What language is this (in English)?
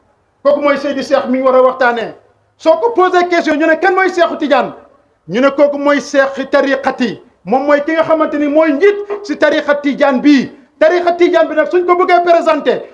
Wolof